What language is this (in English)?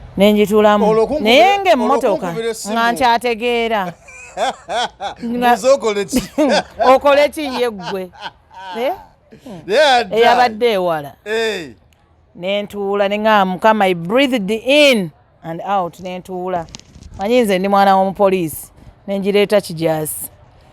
Ganda